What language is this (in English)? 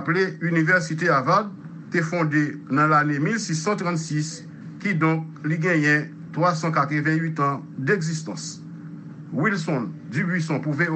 Haitian Creole